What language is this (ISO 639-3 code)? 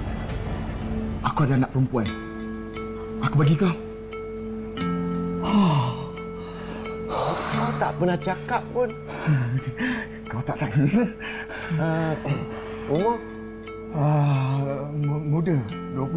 msa